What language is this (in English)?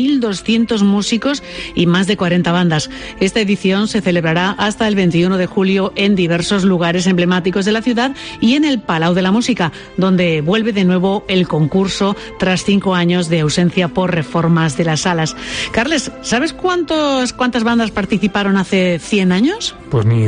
Spanish